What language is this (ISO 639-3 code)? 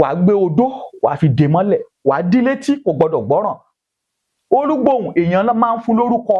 yor